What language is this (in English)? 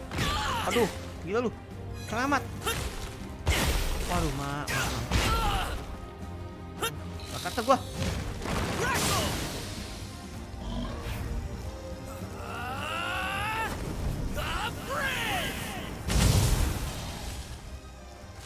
Indonesian